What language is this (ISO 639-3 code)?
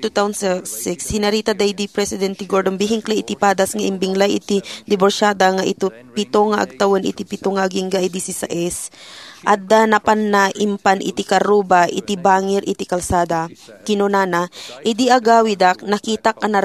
ilo